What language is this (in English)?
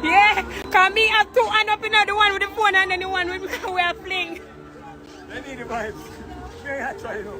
Jamaican Creole English